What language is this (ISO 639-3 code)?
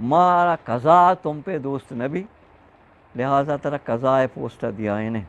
bgp